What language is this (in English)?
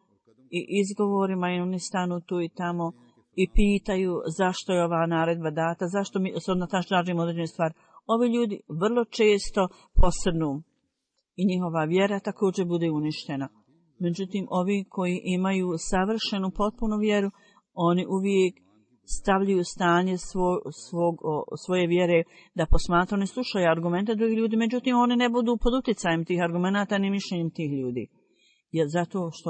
Bosnian